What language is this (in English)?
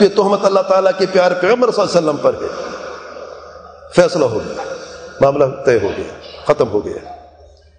Urdu